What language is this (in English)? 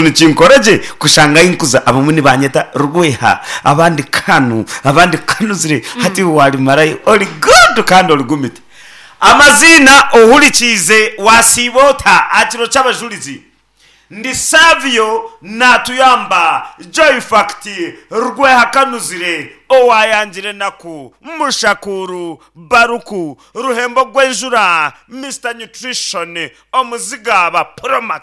Nyankole